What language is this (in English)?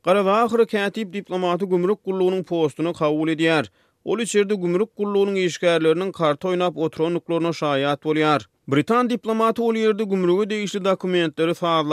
Turkmen